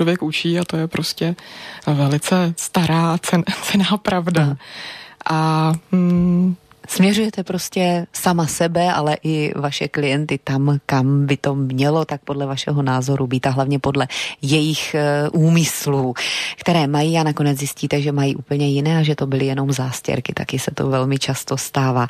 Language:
Czech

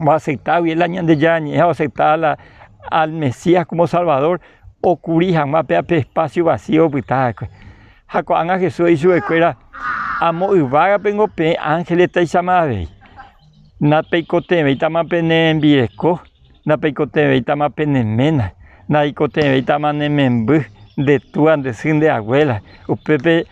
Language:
Guarani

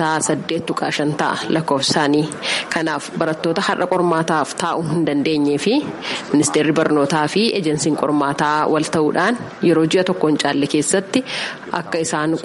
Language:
Oromo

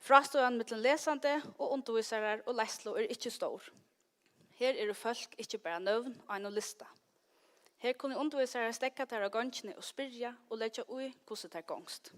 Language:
Faroese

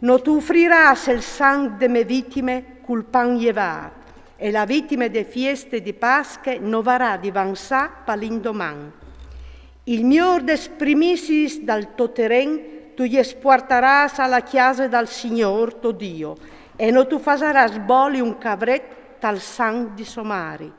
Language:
Friulian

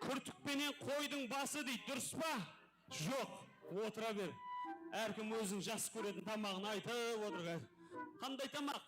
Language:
Kara-Kalpak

